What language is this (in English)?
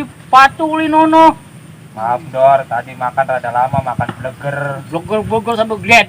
Betawi